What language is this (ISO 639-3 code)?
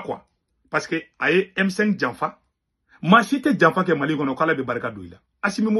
bam